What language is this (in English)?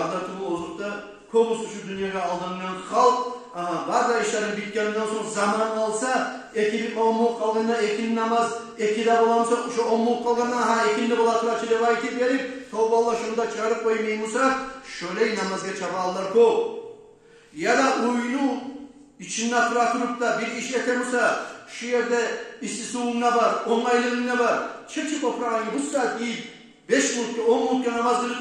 Kumyk